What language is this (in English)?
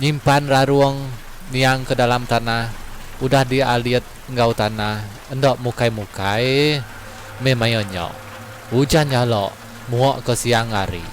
Iban